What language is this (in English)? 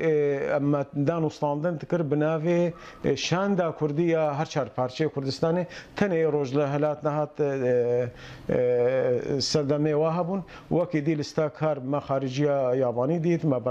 Kurdish